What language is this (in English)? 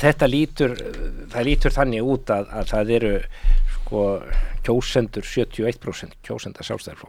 Icelandic